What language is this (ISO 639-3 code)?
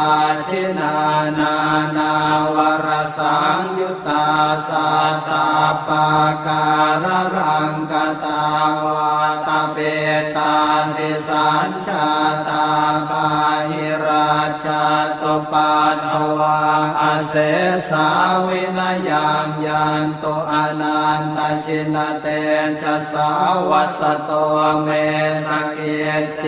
pli